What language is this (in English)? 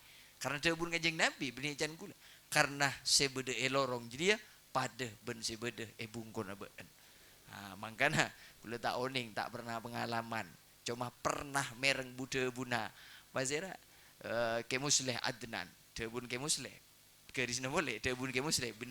Madurese